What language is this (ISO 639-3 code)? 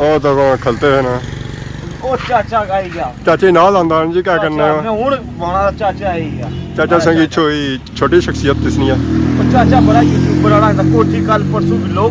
phr